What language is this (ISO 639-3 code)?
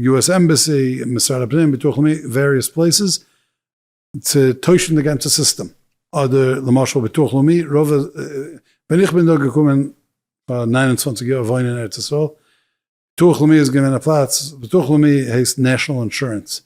yid